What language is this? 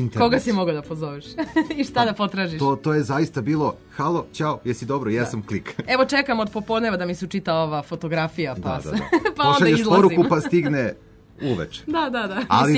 Serbian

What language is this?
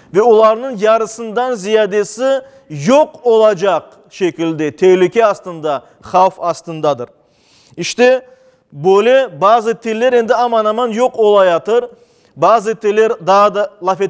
Crimean Tatar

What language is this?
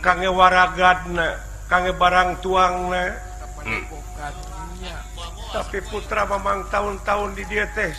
Sundanese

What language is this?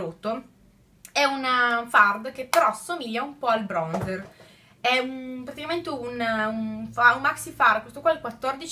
Italian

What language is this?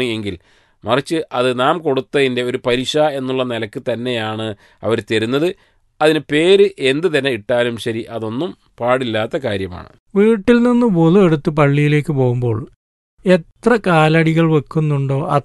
Malayalam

